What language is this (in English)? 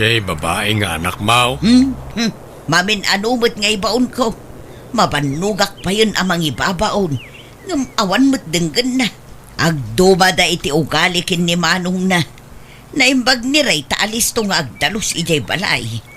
Iloko